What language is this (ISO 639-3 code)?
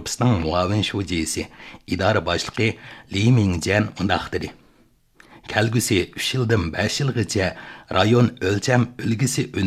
uig